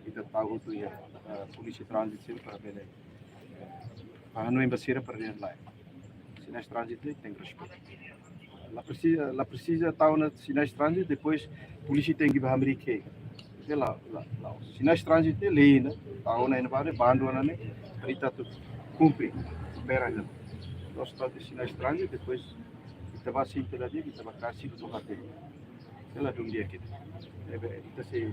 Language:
Tetum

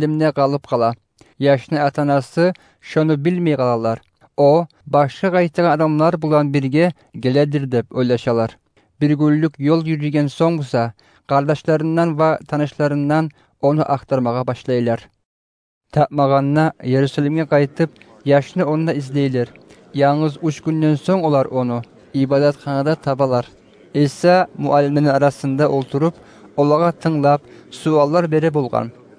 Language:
Kumyk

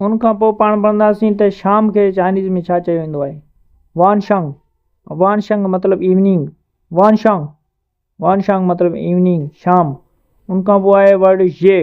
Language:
Sindhi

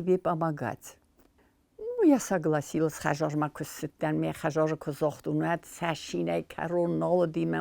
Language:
Ossetic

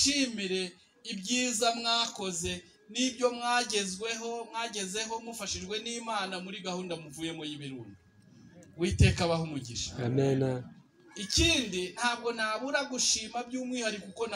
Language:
Kinyarwanda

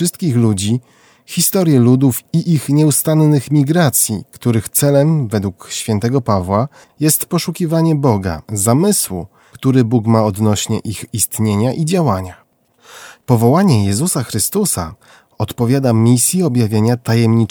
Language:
Polish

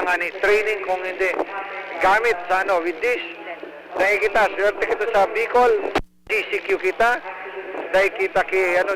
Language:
Bikol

